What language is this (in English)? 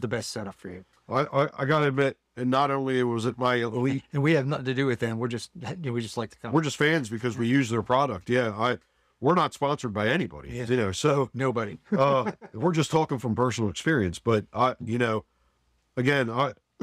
English